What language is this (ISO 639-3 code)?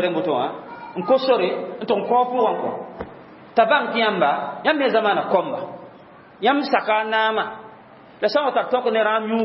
mos